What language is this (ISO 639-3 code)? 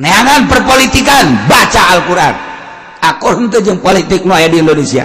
sun